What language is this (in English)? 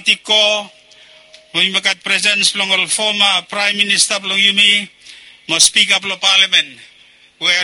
Bislama